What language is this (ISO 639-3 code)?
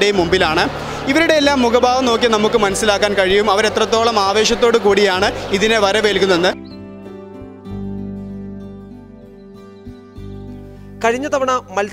mal